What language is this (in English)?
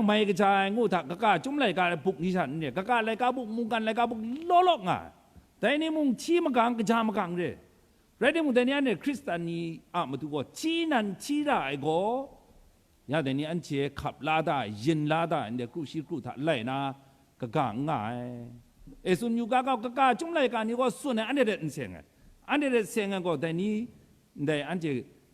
Kachin